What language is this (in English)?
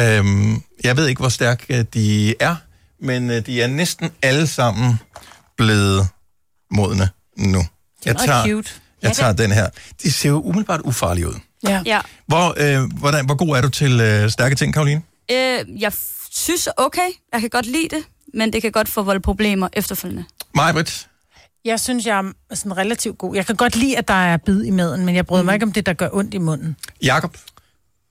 Danish